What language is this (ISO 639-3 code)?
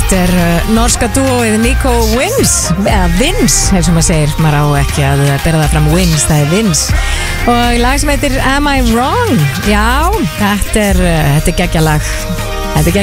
isl